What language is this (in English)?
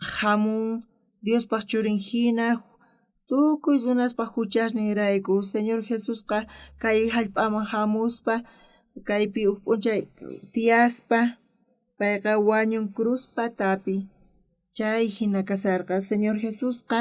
South Bolivian Quechua